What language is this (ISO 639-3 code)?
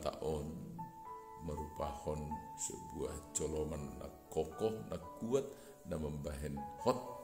bts